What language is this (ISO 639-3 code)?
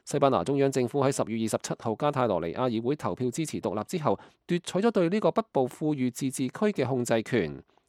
yue